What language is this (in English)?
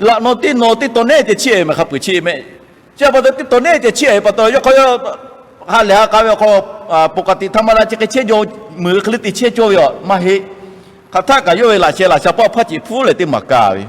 Lahu